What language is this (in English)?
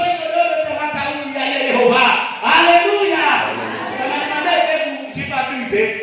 Nias